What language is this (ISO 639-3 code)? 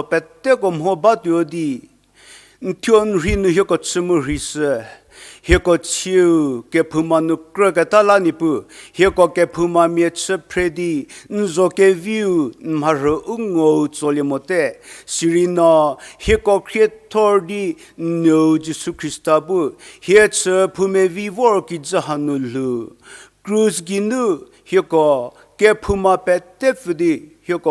njm